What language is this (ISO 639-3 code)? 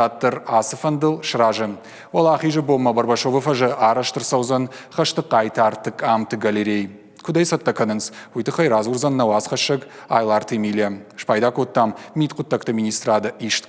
oss